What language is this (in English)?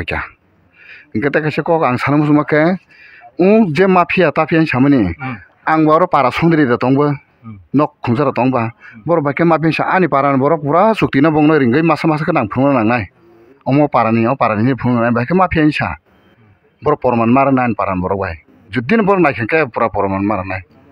Kok Borok